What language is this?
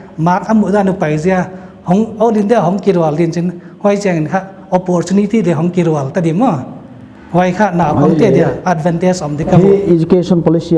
Paite Chin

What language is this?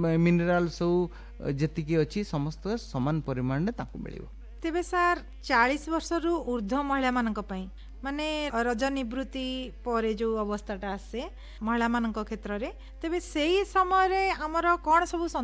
Odia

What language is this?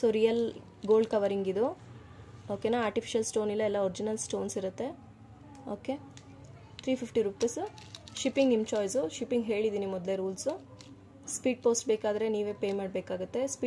Kannada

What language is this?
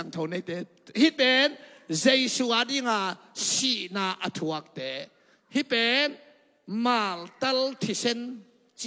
Tedim Chin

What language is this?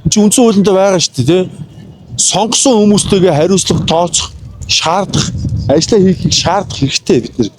Mongolian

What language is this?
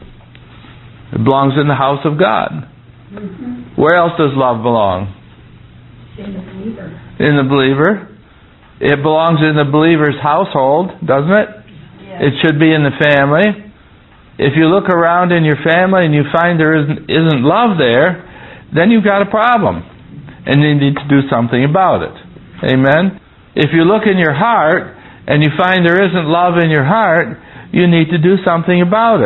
English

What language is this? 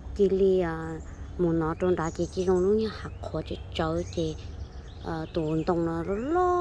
Hmong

